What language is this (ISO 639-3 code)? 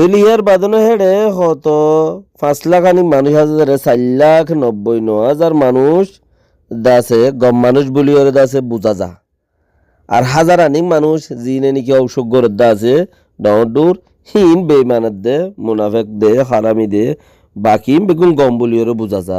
rhg